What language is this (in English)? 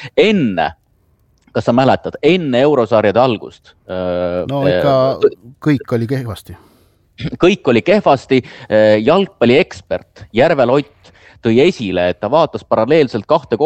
Estonian